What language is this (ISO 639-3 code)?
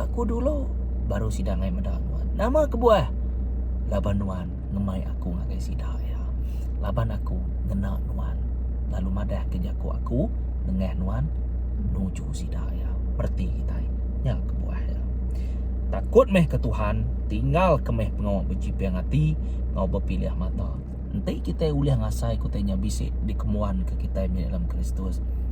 iba